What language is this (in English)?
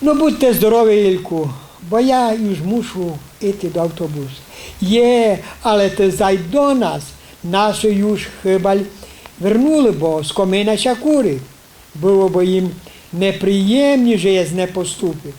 Rusyn